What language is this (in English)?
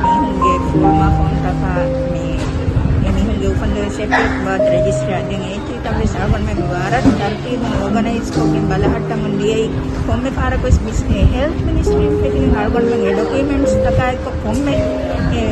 Divehi